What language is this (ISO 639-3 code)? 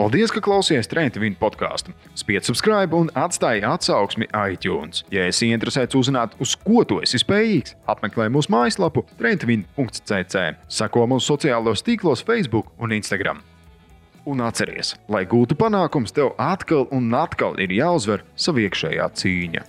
lav